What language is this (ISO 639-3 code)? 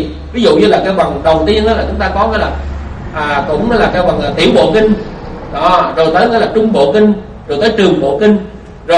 vie